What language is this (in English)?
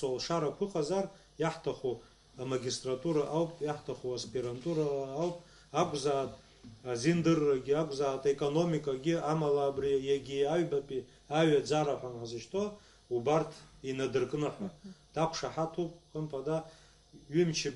Abkhazian